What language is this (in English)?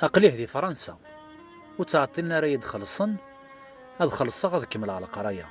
Kabyle